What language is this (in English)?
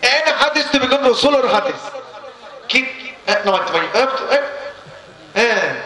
Rohingya